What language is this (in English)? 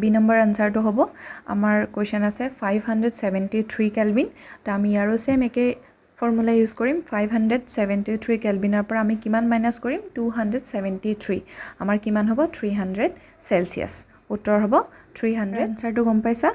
Assamese